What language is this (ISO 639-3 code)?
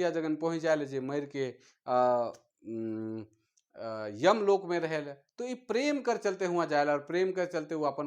sck